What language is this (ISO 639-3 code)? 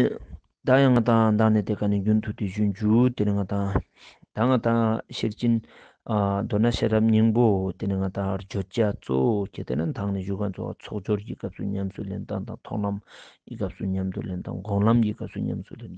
lbj